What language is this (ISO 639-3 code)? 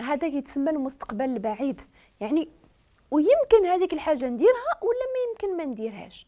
ary